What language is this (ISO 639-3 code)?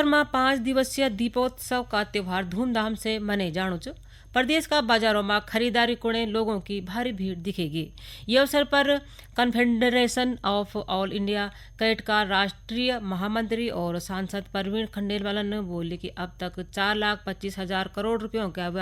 gbm